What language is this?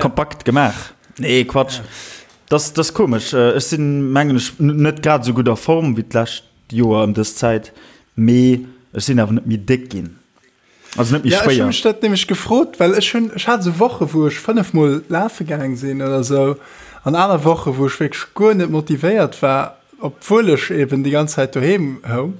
Luxembourgish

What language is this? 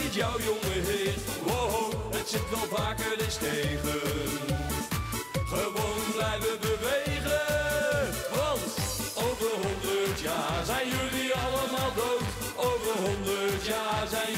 Dutch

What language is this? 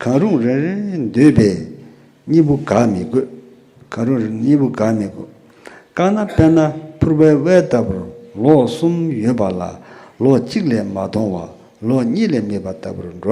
Tibetan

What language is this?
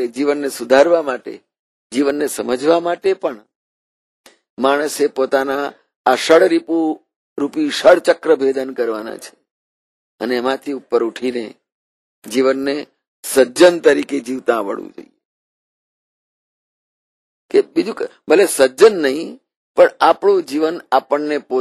Gujarati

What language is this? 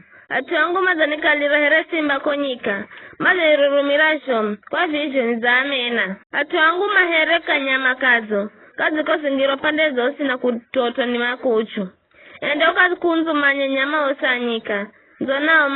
Giryama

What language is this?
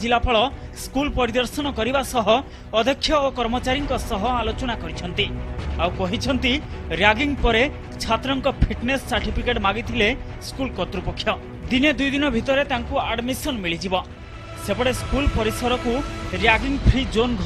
Odia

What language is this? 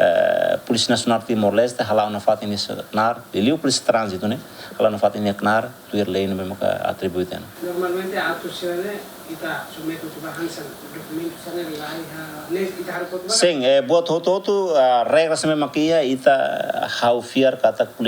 Tetum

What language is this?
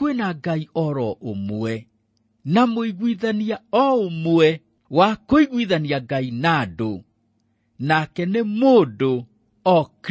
Kikuyu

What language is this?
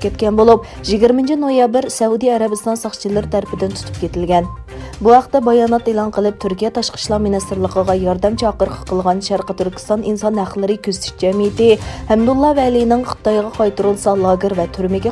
Uyghur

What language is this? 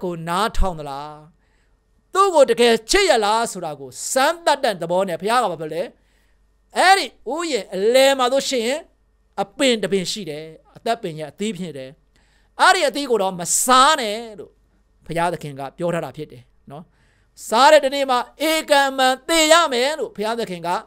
Burmese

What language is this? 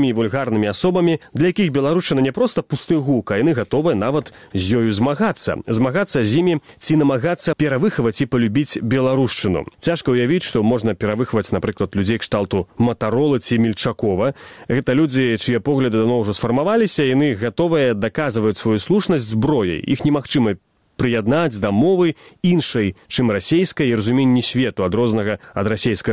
Belarusian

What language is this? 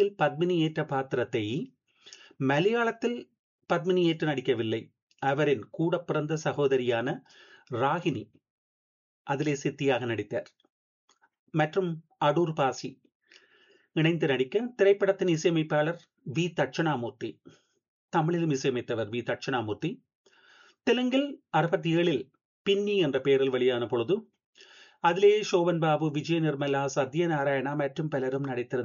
Tamil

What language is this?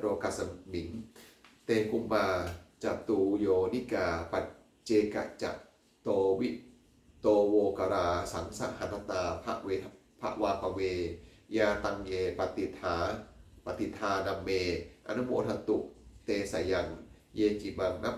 Pali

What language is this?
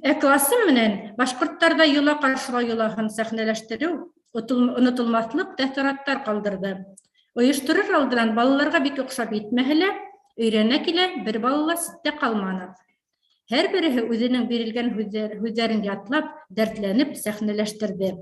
Bashkir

